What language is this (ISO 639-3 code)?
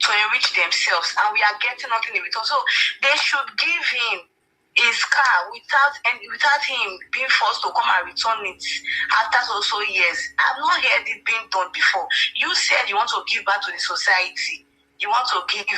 pcm